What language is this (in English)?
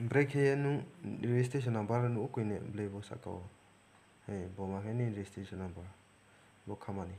Riang (India)